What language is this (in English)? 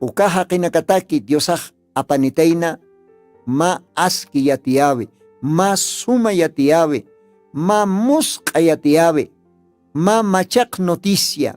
Aymara